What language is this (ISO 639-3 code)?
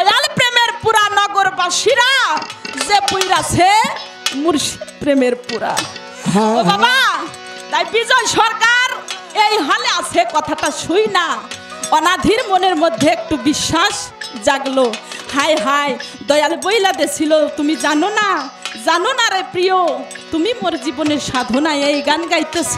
ben